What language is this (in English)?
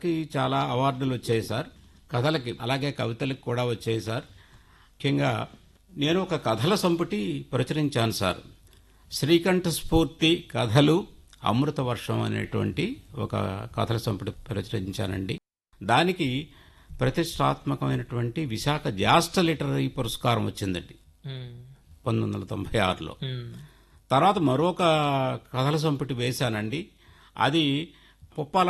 Telugu